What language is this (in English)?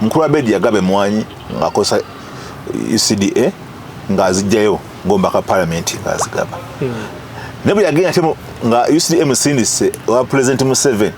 Ganda